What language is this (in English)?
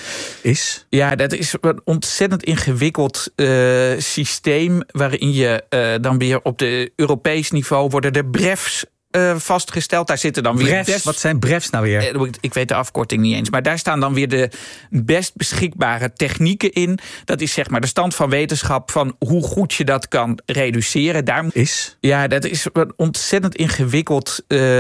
Dutch